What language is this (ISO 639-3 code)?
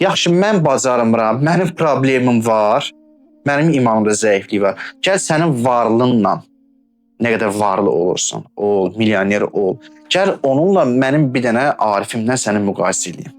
aze